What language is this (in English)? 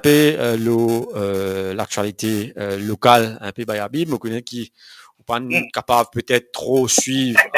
Morisyen